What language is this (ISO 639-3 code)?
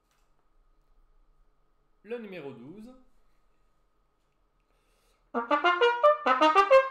fra